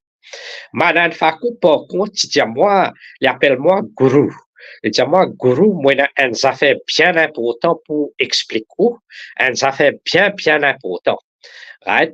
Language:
Morisyen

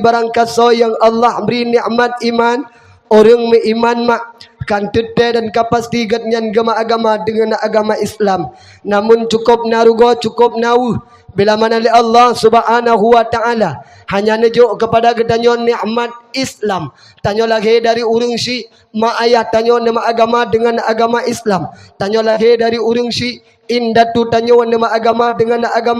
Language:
Achinese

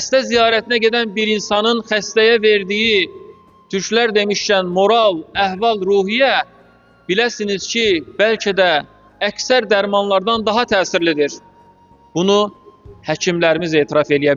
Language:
Azerbaijani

